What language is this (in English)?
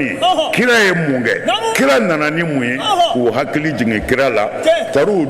Bambara